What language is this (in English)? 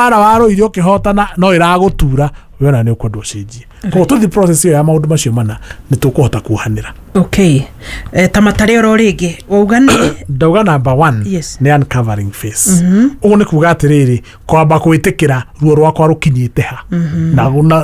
Kikuyu